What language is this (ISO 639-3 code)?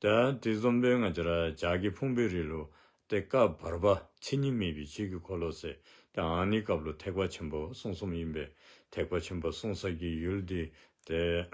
dzo